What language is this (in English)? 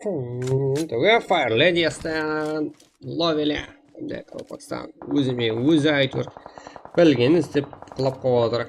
Kara-Kalpak